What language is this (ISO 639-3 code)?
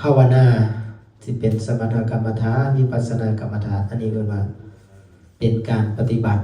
lao